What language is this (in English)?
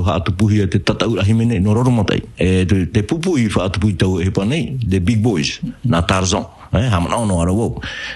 Tahitian